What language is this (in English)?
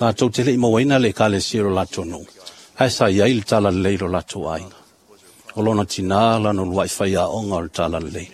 Samoan